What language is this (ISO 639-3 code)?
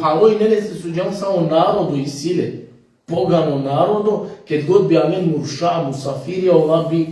rmn